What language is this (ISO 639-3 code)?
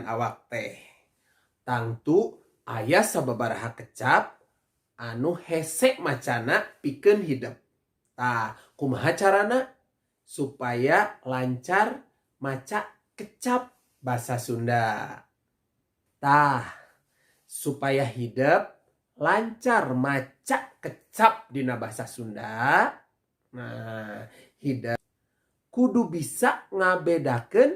sun